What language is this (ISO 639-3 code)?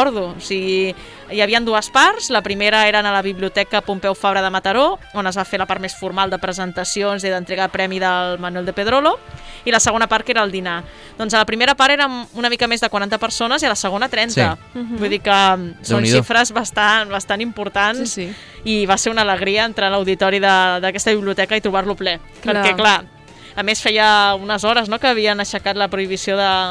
cat